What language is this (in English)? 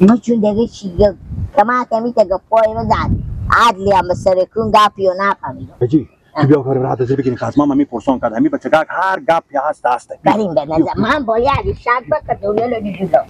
Persian